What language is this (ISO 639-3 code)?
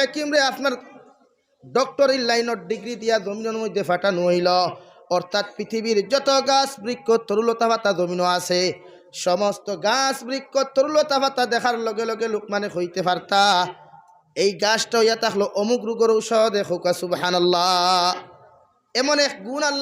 syl